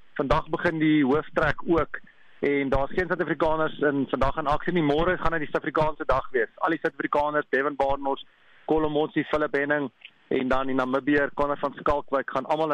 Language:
Afrikaans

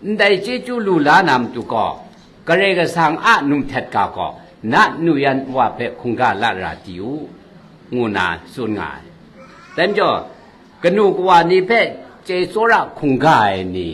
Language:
Kachin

